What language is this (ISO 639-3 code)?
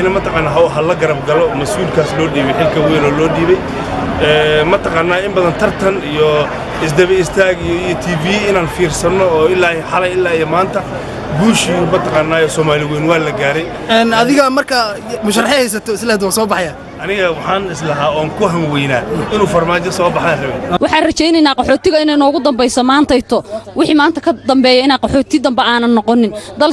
som